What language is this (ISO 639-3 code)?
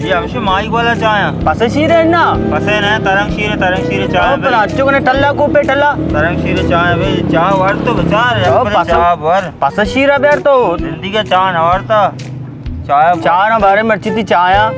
bal